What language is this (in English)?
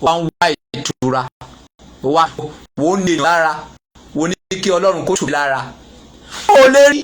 Yoruba